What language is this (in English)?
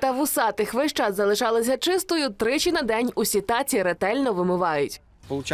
Ukrainian